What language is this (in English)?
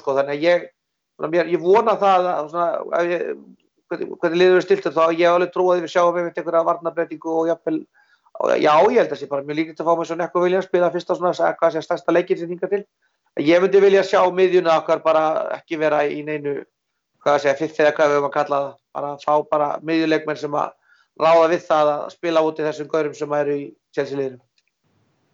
Icelandic